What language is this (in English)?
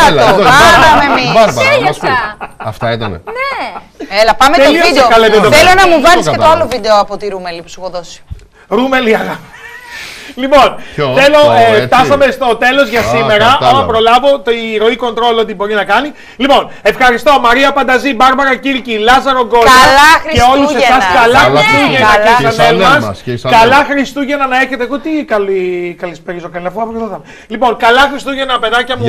Greek